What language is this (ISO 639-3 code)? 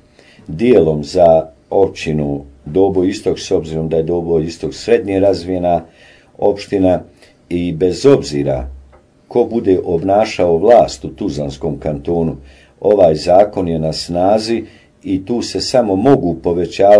bos